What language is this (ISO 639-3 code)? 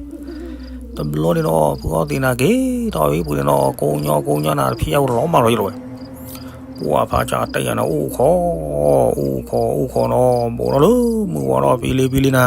ksw